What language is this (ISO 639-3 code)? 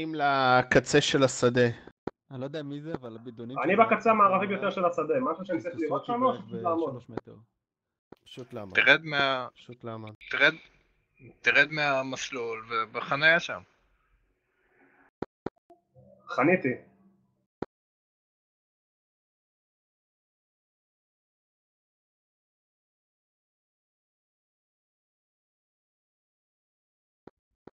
heb